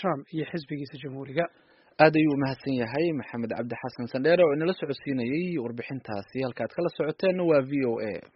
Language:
Somali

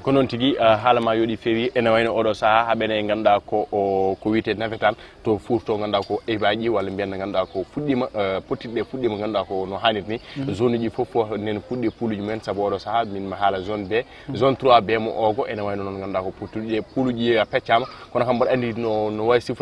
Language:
Fula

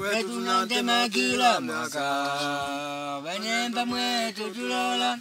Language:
Makonde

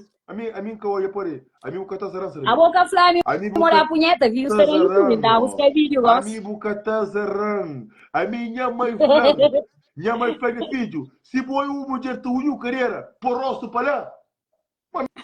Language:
Kabuverdianu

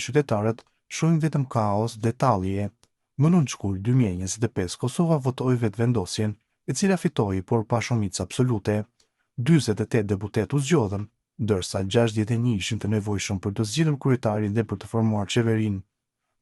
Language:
Albanian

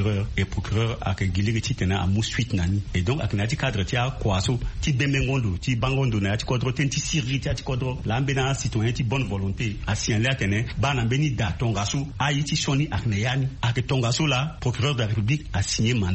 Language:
Sango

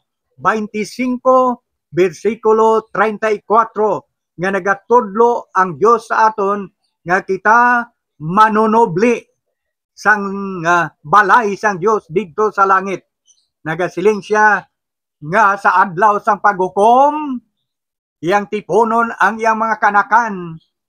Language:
Hiligaynon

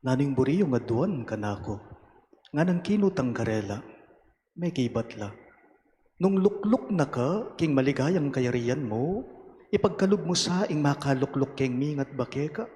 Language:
Pampanga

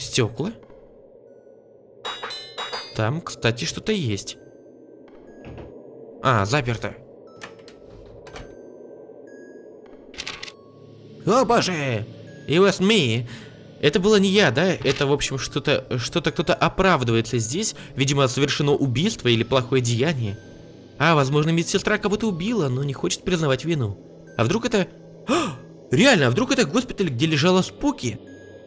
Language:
Russian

